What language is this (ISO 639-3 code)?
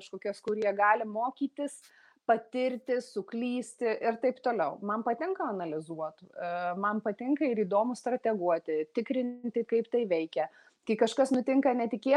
lit